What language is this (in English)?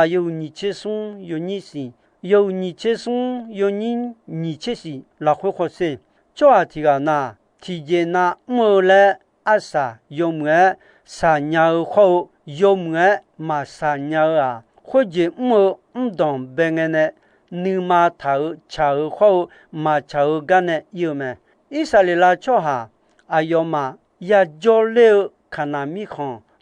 Akha